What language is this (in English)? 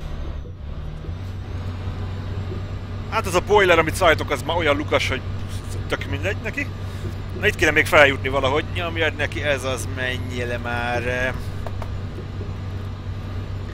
Hungarian